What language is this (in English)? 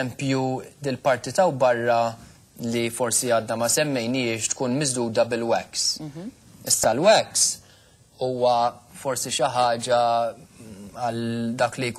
Maltese